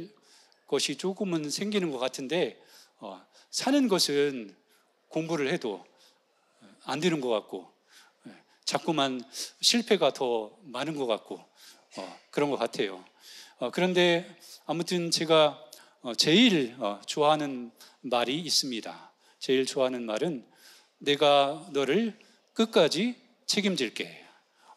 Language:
Korean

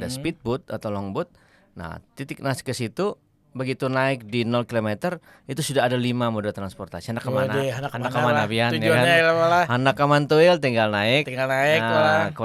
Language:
Banjar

